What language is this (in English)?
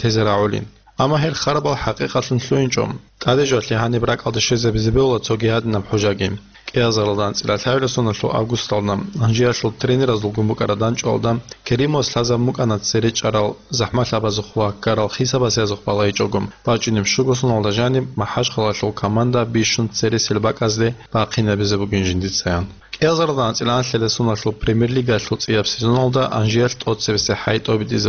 Avaric